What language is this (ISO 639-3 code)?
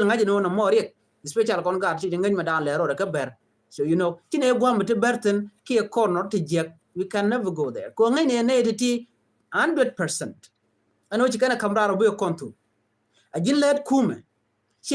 nus